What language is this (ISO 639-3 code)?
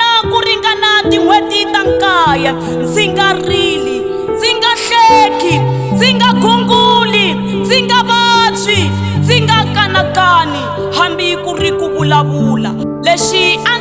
tso